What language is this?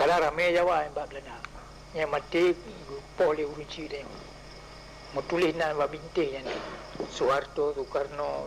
Achinese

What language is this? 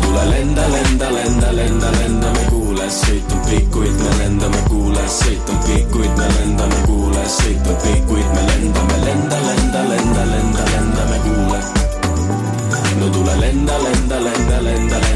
Estonian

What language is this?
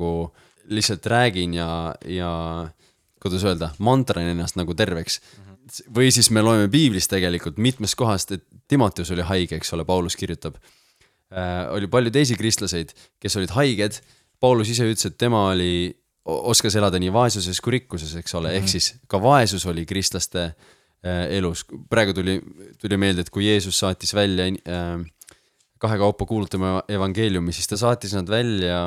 Estonian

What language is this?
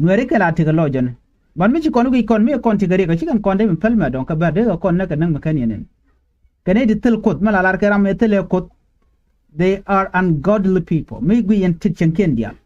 Nuer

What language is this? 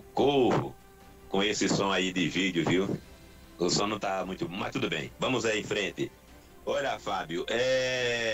Portuguese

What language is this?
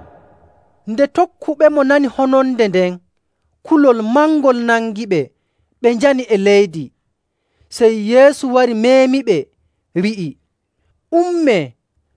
Nigerian Fulfulde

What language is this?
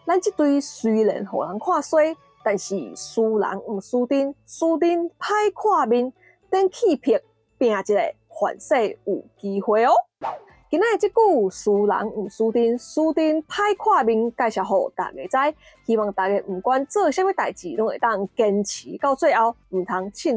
Min Nan Chinese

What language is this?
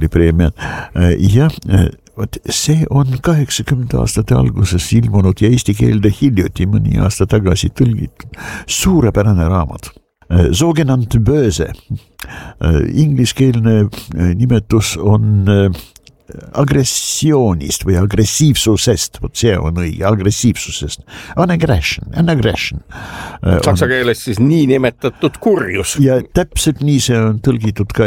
Estonian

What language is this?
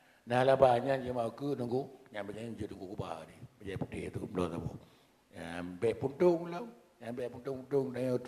Achinese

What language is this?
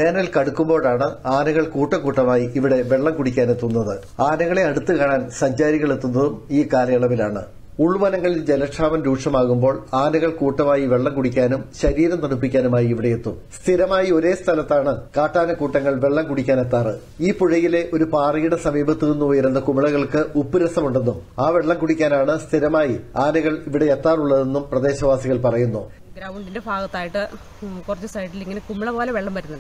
Malayalam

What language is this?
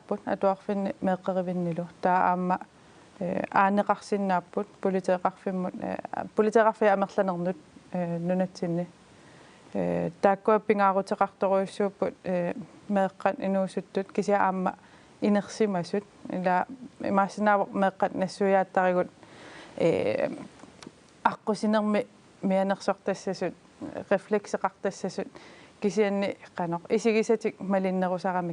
Kalaallisut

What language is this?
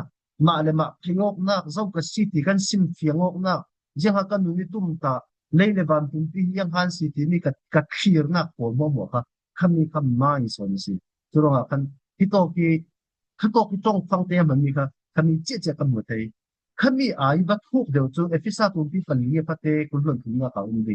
Falam Chin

